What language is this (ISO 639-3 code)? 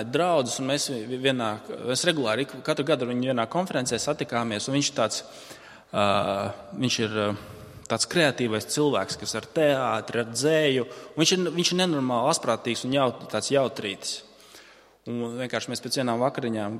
lav